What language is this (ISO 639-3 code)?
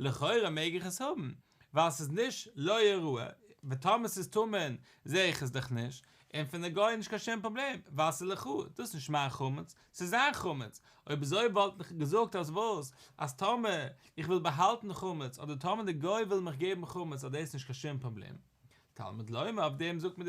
yid